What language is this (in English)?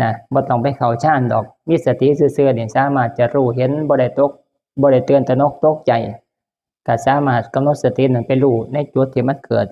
Northeastern Thai